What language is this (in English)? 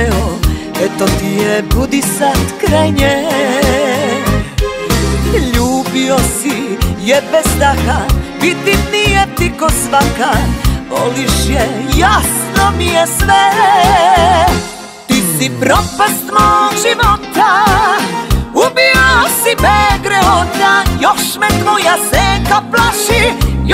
Serbian